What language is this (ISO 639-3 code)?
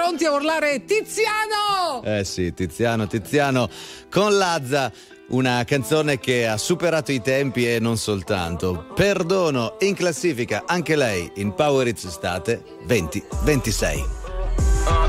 ita